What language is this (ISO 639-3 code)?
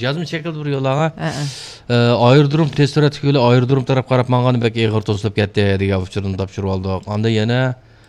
uig